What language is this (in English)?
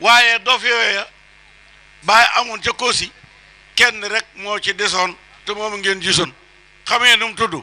Wolof